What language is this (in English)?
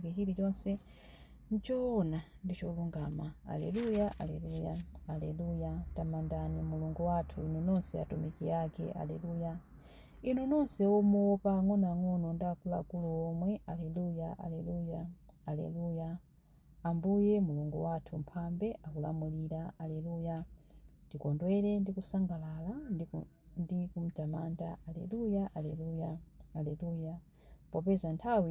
Nyanja